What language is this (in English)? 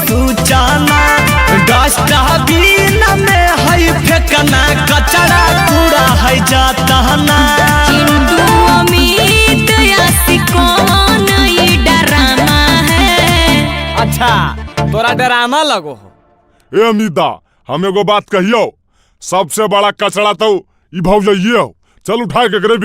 Magahi